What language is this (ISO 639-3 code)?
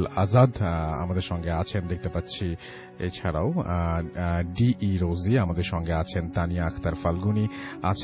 ben